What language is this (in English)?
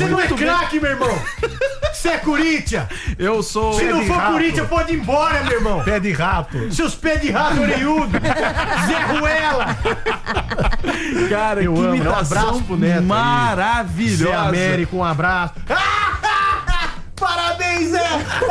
Portuguese